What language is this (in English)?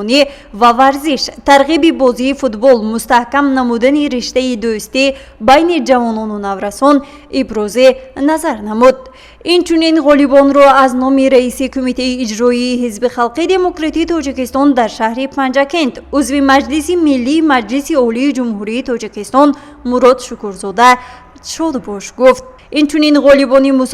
Tajik